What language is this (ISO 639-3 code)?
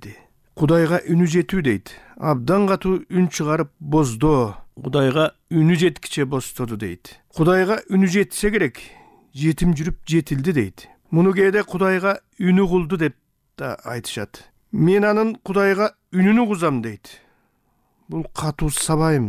kir